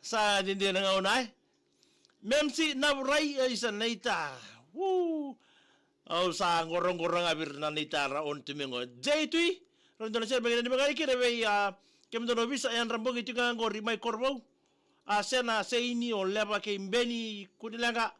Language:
Fijian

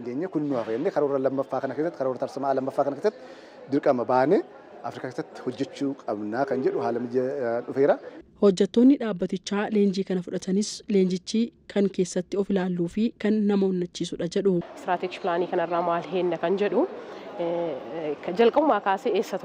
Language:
Oromo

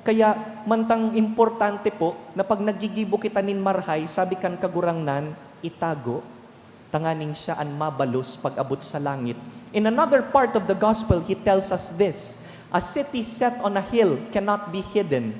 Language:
Bikol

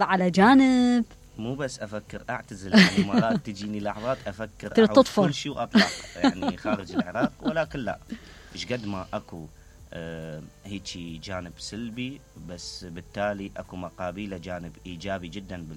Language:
Mesopotamian Arabic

